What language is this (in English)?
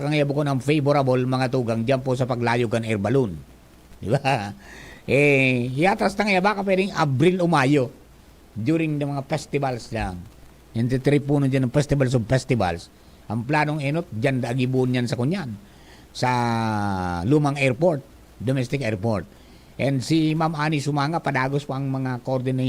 Bikol